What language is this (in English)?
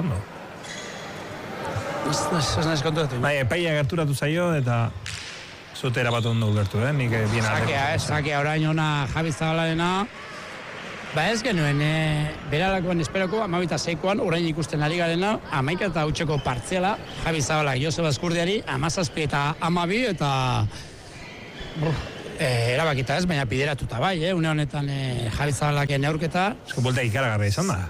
Basque